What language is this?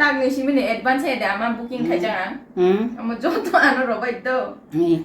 Kok Borok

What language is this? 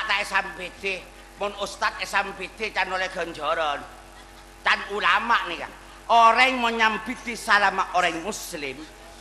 Madurese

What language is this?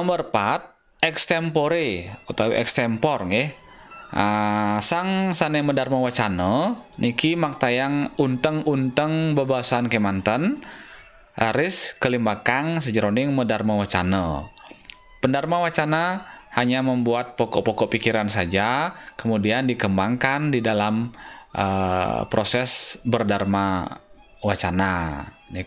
Balinese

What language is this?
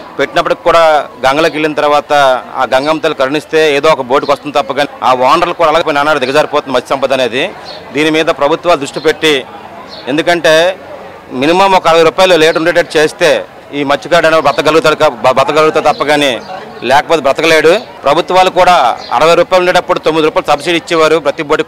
Telugu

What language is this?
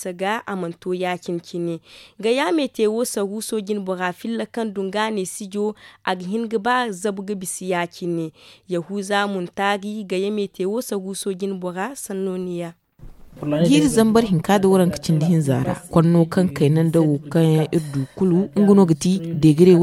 Zarma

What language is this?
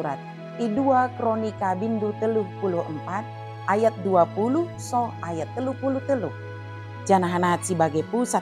Batak Dairi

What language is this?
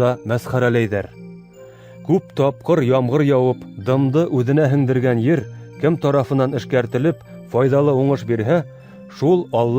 Bashkir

